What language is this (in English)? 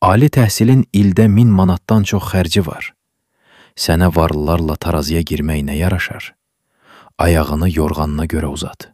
Azerbaijani